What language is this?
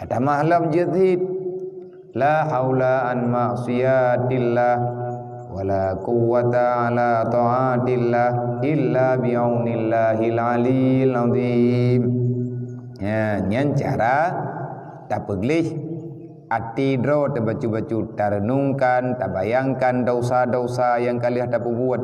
Achinese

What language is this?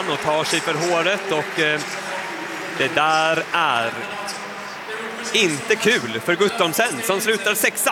Swedish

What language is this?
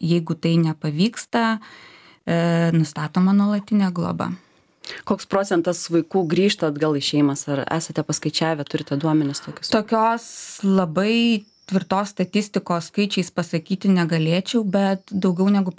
Lithuanian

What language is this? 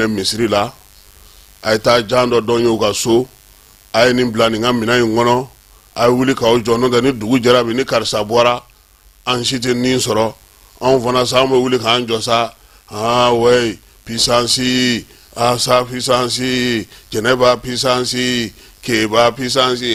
Bambara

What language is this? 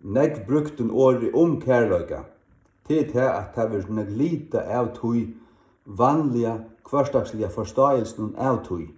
Faroese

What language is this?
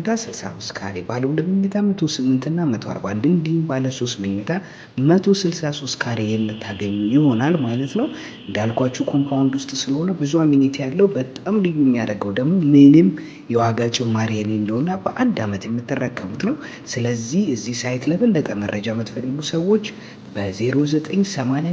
Amharic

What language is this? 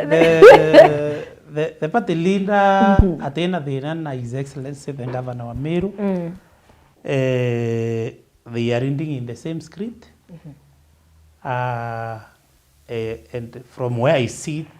Meru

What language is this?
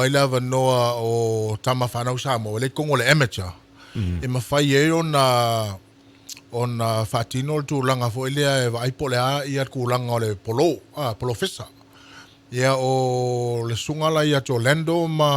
Samoan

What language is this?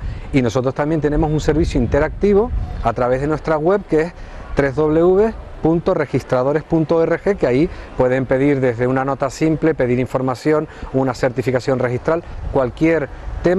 Spanish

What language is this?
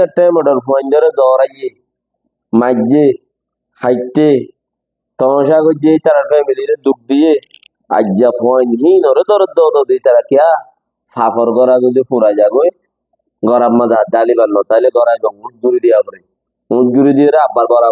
Rohingya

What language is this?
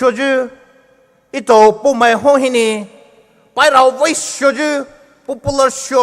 Poumei Naga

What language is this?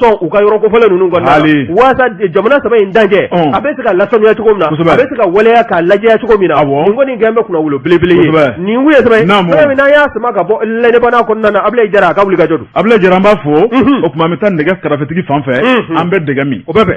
Bambara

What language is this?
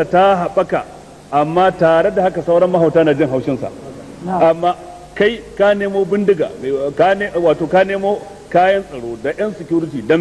Hausa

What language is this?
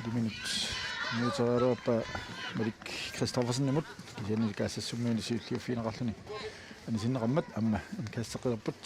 Kalaallisut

